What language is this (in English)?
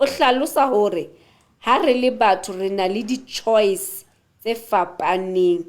Southern Sotho